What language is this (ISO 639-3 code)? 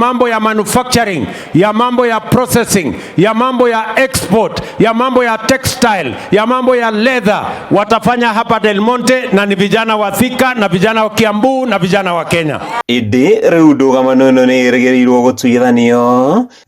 kik